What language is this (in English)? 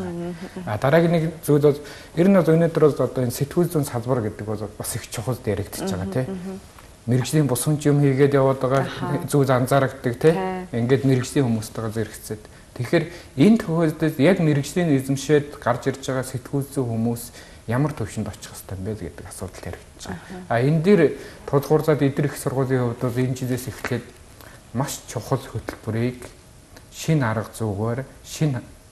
Mongolian